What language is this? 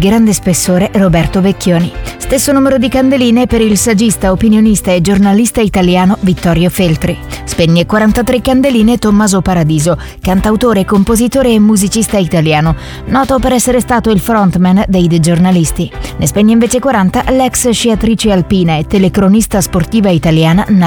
Italian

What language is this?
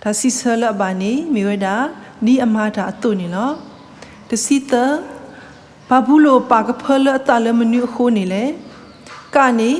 S'gaw Karen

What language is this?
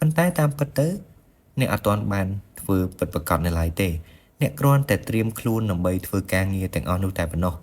Khmer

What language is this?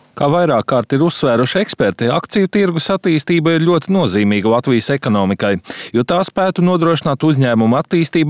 Latvian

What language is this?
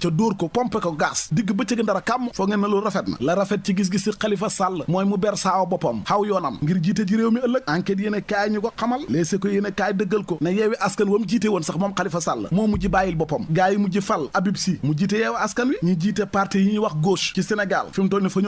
Wolof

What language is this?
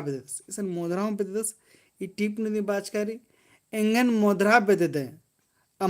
Kurukh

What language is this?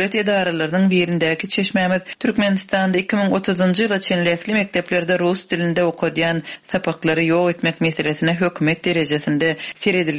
Turkmen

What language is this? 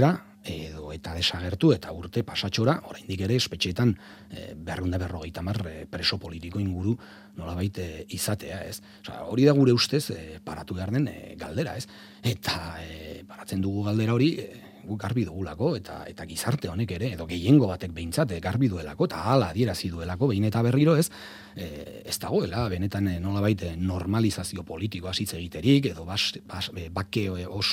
Basque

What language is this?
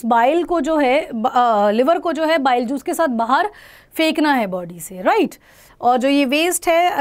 Hindi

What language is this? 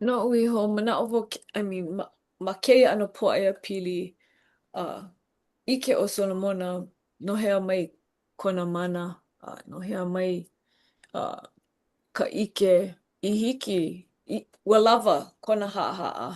Hawaiian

